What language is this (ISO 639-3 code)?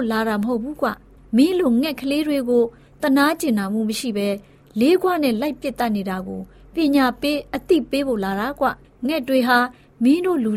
mya